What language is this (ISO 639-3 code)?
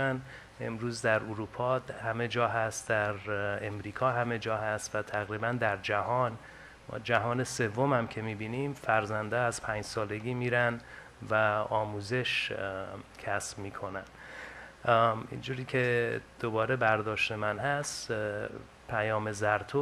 fas